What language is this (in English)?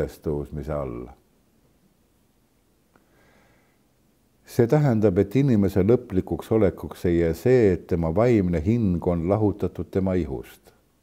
Estonian